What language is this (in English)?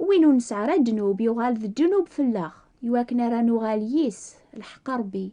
Kabyle